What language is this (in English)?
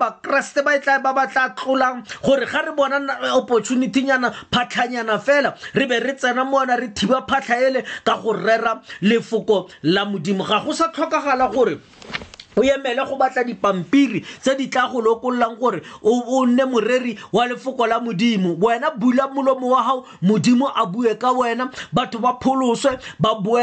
Tswana